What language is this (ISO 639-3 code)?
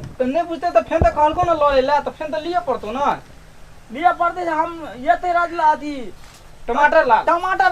mai